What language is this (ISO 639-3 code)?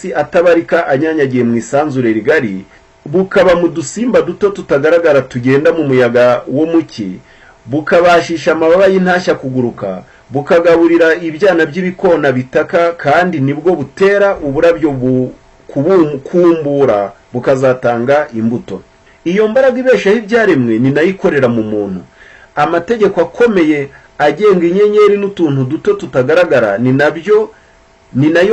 kin